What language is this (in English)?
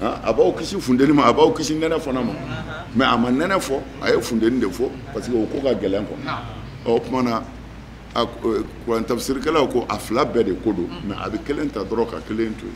Bambara